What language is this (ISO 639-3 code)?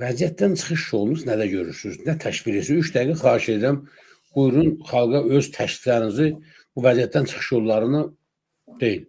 aze